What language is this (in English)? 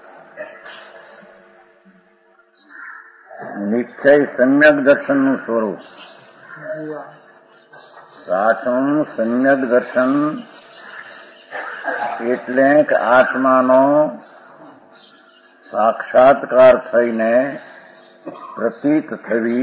Gujarati